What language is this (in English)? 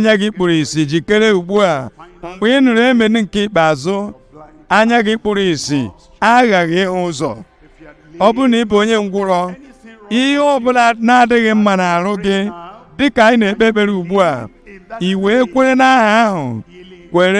Igbo